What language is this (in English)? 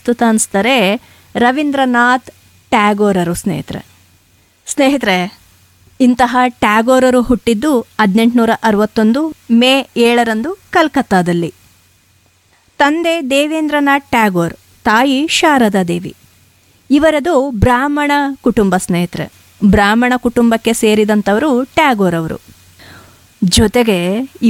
Kannada